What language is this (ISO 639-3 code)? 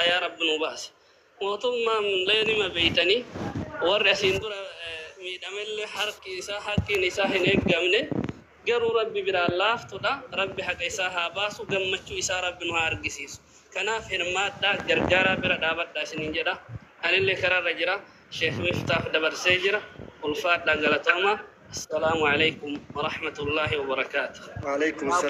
orm